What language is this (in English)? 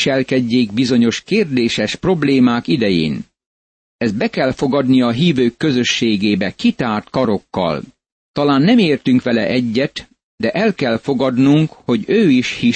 Hungarian